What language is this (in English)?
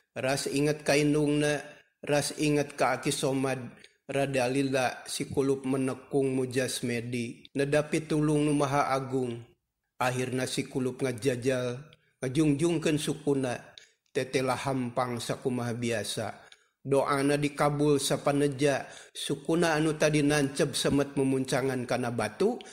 Sundanese